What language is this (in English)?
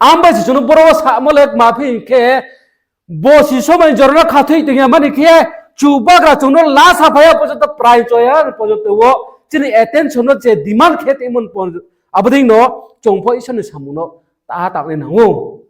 Riang (India)